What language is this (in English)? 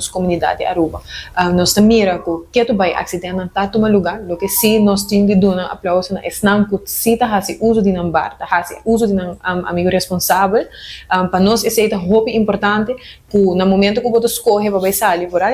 Papiamento